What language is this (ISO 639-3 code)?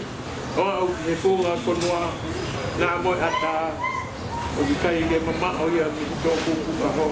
ton